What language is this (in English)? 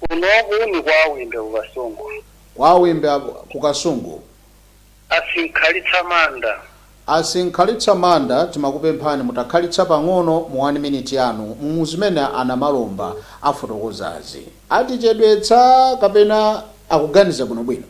Nyanja